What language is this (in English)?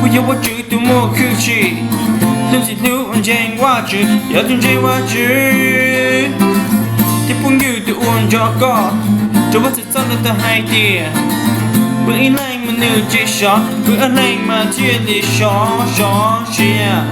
Hmong